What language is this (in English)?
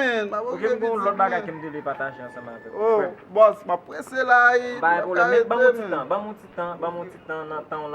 Haitian Creole